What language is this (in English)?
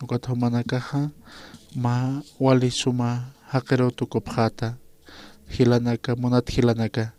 Aymara